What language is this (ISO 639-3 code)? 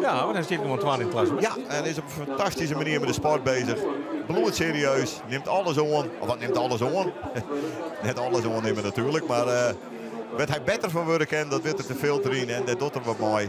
fry